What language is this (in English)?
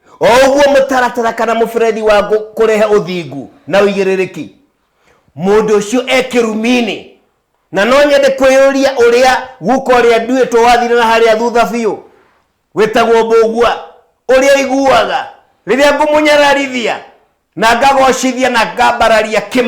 Kikuyu